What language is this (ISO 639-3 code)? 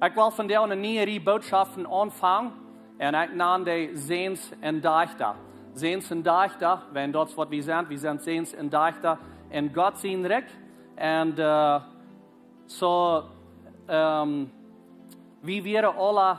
pdt